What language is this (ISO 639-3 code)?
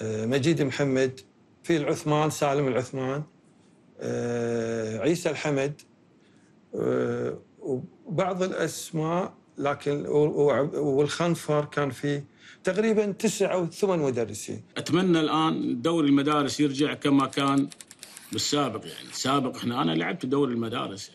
afb